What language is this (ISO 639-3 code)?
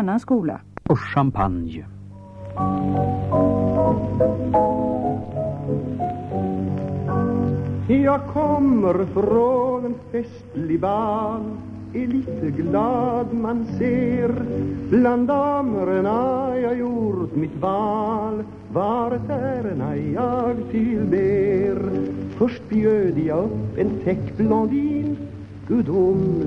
swe